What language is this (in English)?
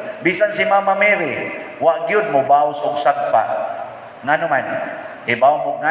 Cebuano